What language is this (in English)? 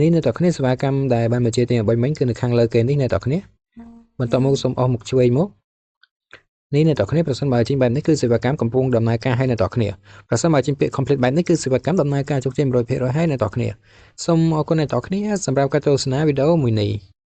Khmer